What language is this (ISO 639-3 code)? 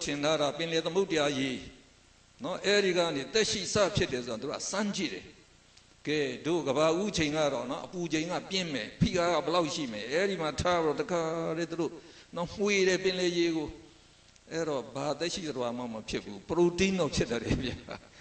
mya